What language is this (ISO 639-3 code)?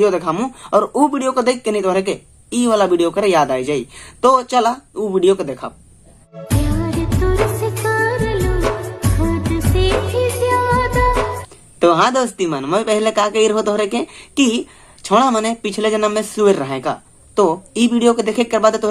sck